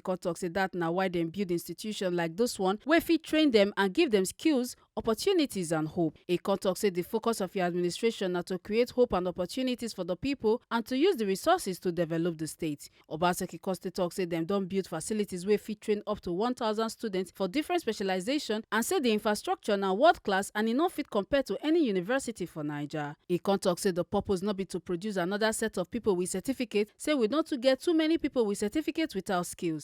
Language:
Nigerian Pidgin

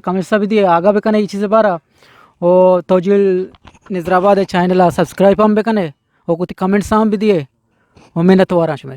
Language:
Eastern Balochi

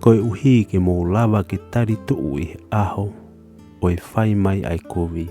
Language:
Tongan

